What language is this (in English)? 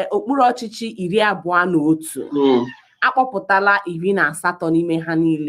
Igbo